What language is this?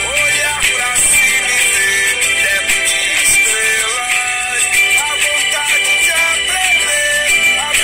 Portuguese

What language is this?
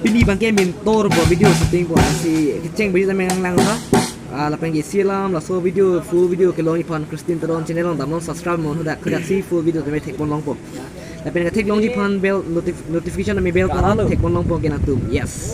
Karbi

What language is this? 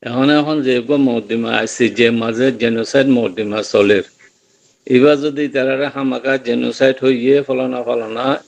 Rohingya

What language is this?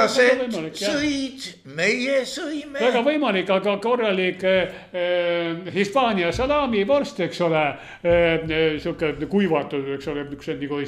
Estonian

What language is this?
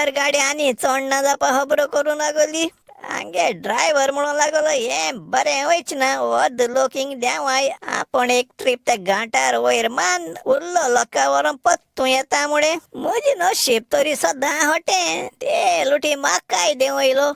Konkani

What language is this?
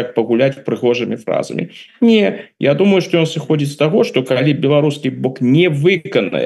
Belarusian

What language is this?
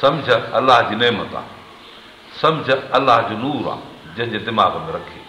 Sindhi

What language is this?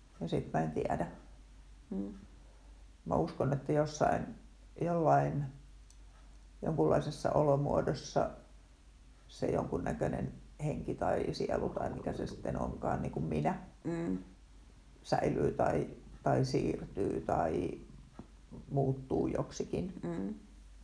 Finnish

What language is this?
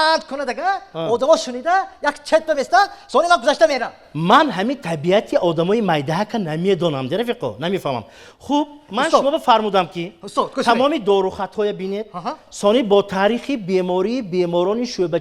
Tajik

